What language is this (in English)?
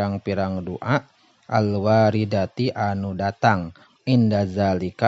Sundanese